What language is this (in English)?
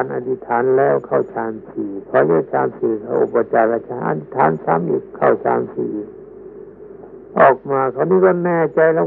Thai